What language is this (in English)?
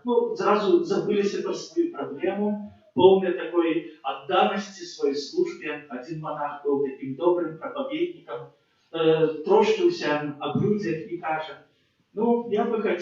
Belarusian